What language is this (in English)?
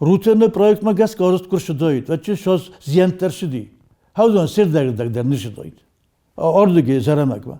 Ossetic